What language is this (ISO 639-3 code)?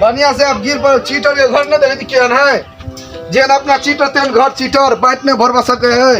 mai